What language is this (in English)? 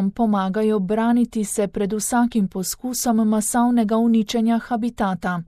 Slovenian